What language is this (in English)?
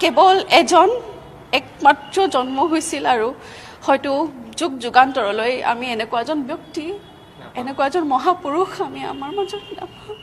Assamese